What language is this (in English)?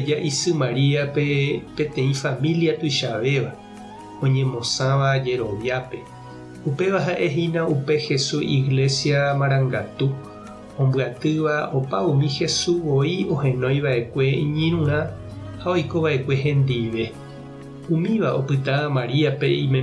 Guarani